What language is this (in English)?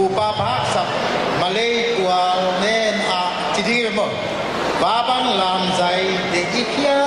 Tedim Chin